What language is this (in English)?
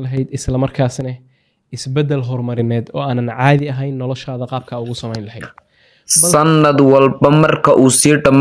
Somali